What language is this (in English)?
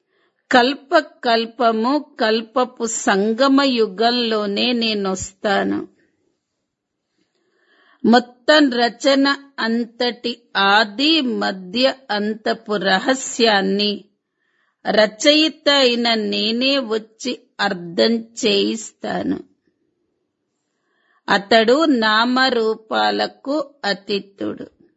Telugu